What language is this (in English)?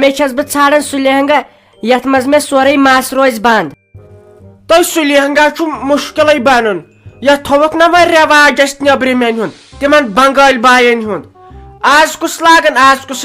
Kashmiri